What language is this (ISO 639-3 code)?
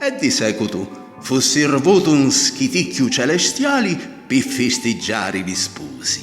scn